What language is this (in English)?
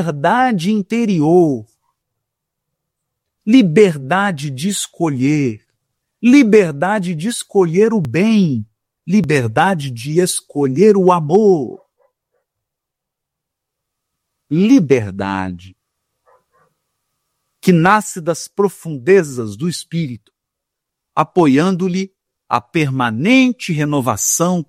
Portuguese